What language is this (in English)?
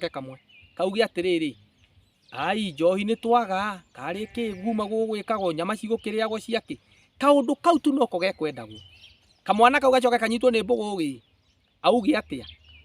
Kikuyu